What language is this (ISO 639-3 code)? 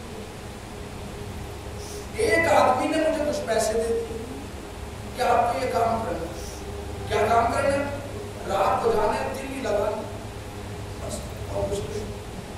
urd